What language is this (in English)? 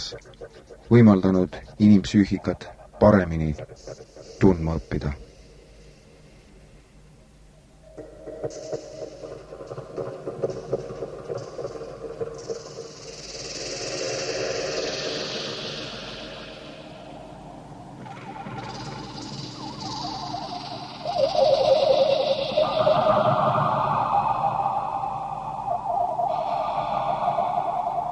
Estonian